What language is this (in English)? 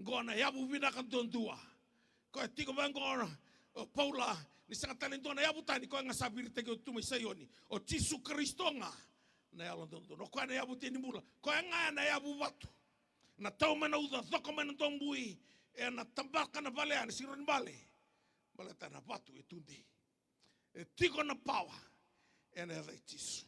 Fijian